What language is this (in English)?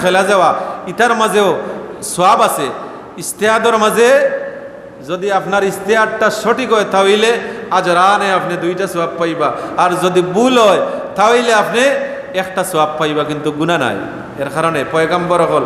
Sylheti